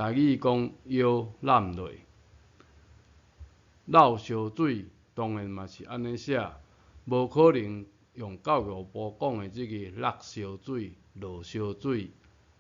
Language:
Min Nan Chinese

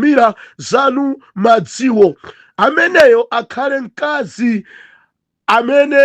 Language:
Nyanja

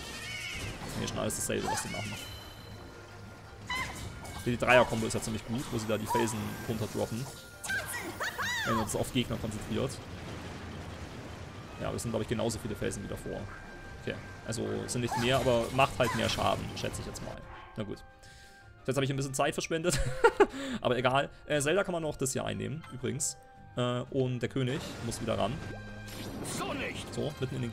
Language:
German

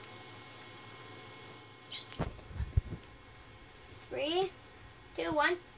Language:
English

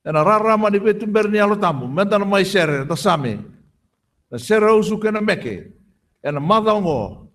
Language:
Fijian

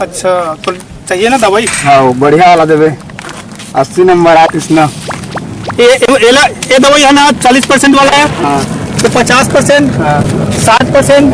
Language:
Chhattisgarhi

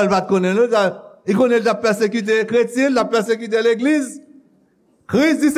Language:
Haitian Creole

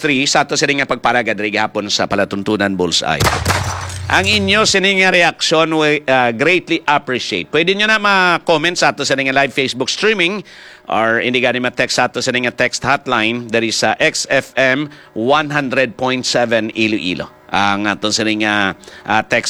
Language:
Hiligaynon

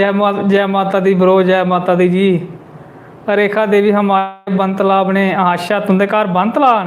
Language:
Dogri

